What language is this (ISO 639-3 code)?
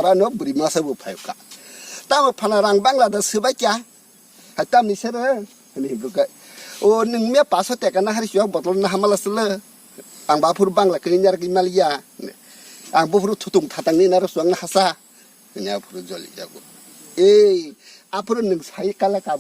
trp